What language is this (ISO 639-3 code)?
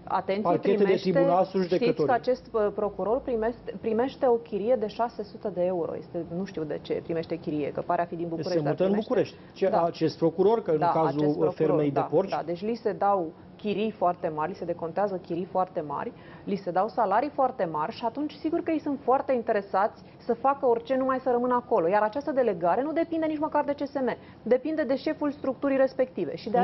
ron